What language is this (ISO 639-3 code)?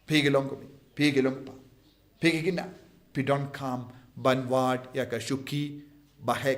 kha